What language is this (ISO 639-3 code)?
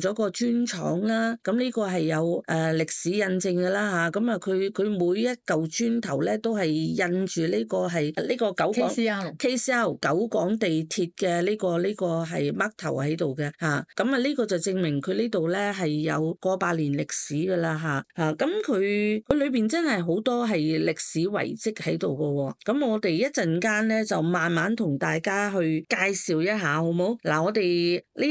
yue